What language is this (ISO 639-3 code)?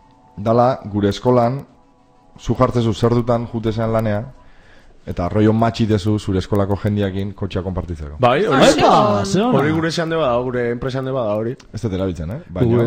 eus